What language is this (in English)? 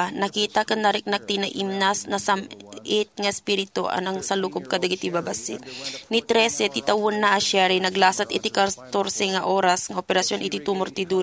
Iloko